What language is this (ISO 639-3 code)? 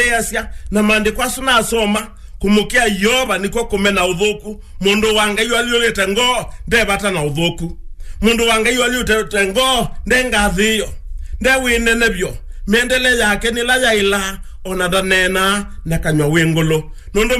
kam